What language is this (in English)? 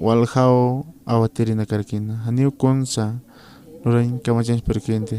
Aymara